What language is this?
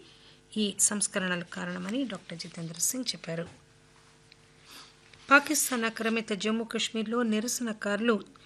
Telugu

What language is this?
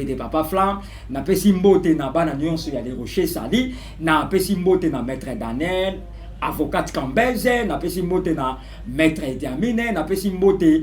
Lingala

